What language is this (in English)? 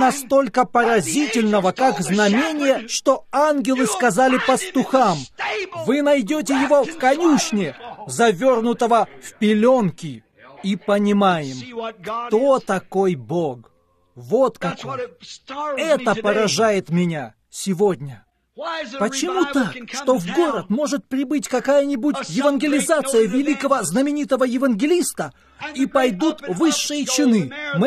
Russian